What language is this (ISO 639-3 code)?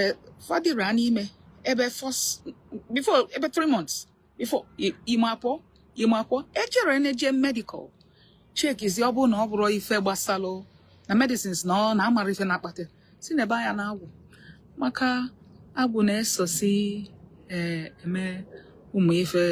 ibo